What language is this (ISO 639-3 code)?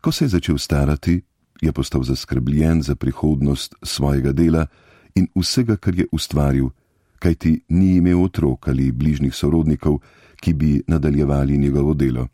slv